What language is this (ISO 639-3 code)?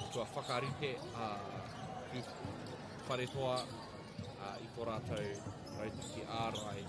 mri